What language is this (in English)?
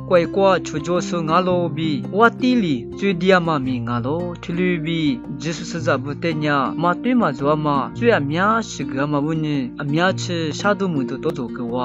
Lisu